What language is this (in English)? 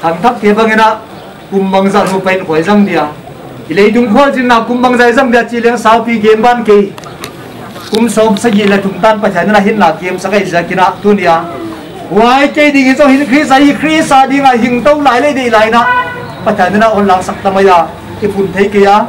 Paite Chin